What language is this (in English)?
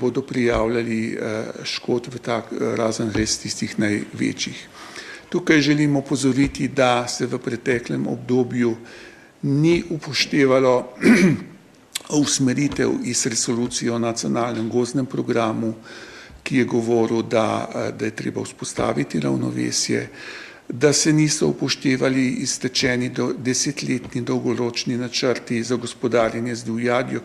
Slovenian